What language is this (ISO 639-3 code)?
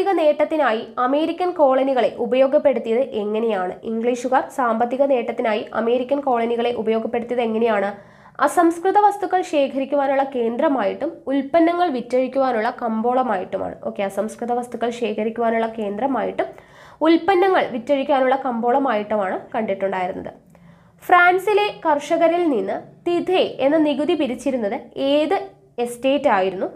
mal